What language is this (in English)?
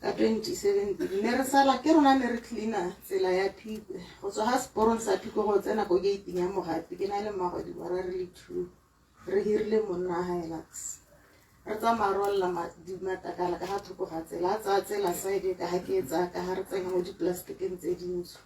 Tswana